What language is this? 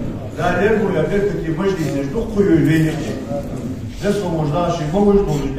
Ingush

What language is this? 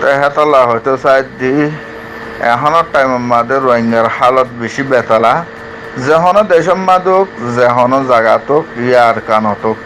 Rohingya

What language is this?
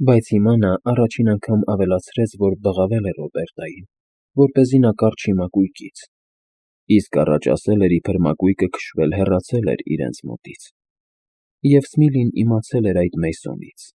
Armenian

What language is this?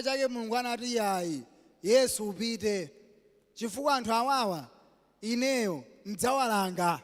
Nyanja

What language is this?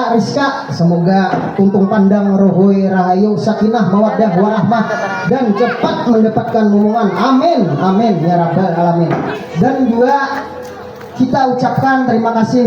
Banjar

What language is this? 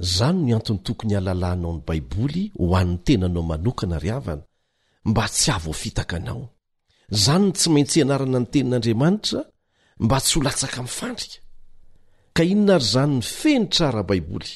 Malagasy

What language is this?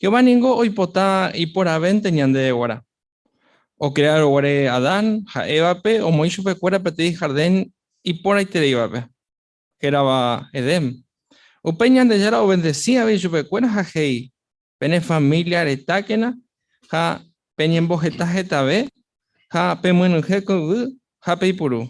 Guarani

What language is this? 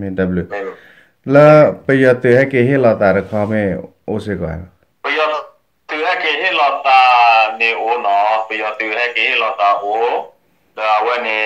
S'gaw Karen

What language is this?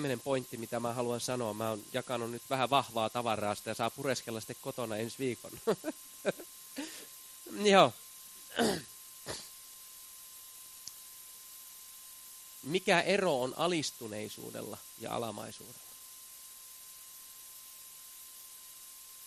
Finnish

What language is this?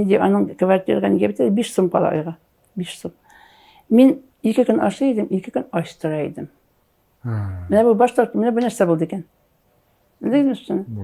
Tatar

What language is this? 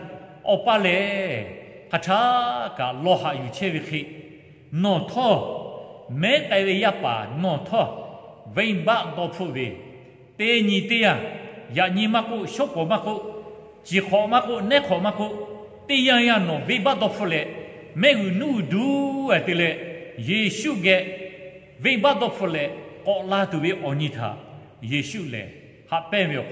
Lahu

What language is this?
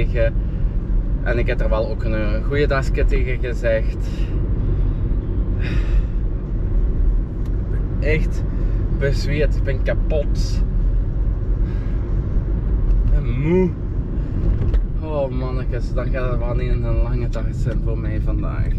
Dutch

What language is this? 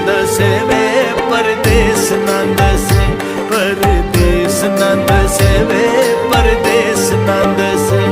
Pahari-Potwari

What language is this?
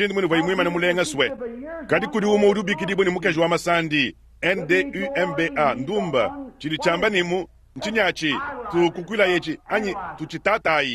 Luba-Lulua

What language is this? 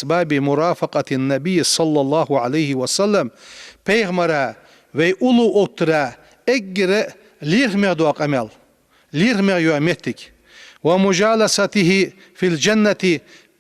Ingush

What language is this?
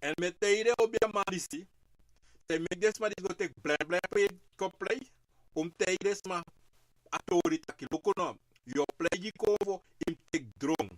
Sranan Tongo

